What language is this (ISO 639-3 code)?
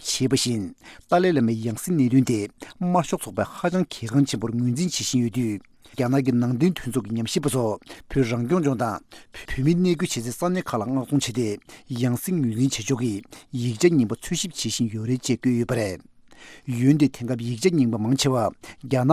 bod